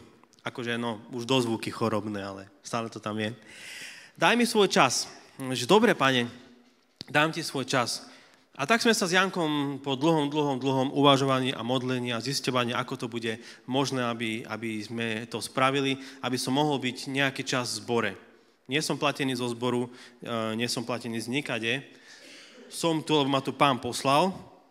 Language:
Slovak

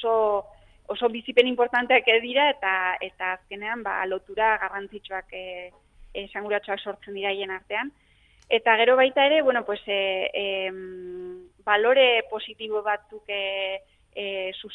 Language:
Basque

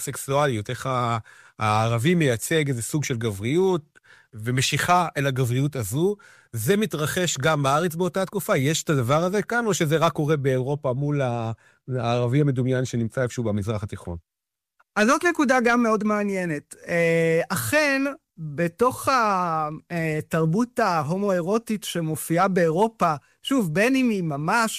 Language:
Hebrew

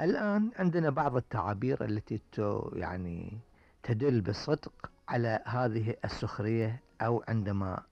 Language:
Gulf Arabic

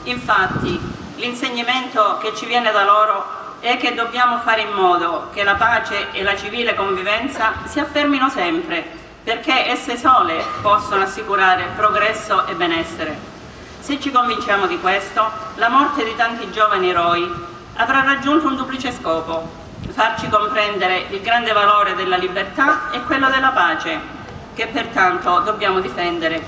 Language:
Italian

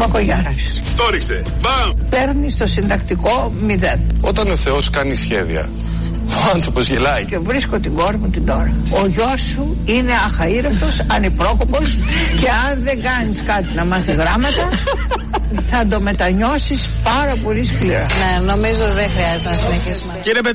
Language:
Greek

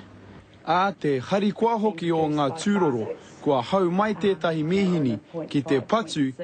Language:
Māori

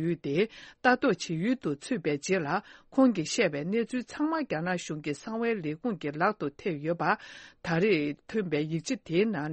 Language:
Tibetan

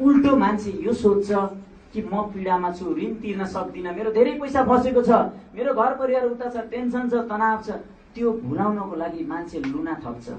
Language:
Nepali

